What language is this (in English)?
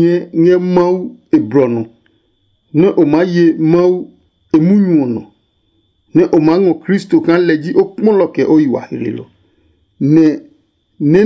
Adangme